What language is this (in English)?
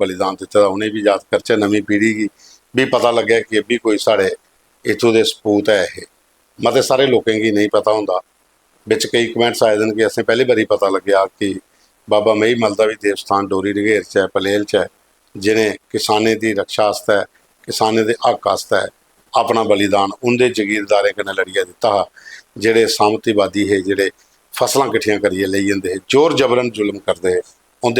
Dogri